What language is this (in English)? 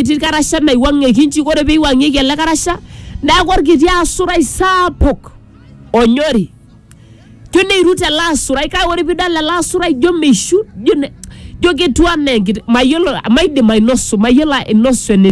Masai